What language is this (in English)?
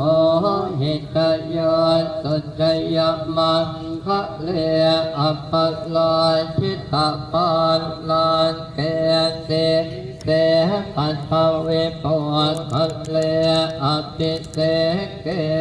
Pali